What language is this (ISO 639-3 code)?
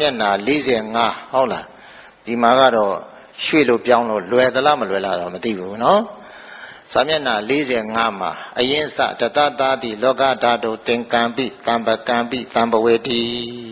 mya